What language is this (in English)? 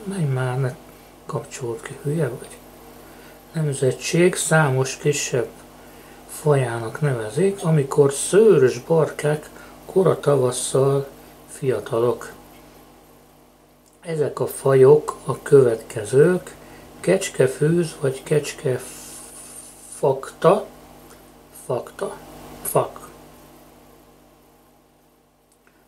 Hungarian